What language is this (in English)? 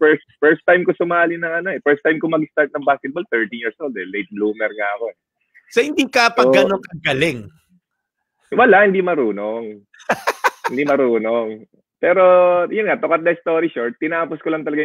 Filipino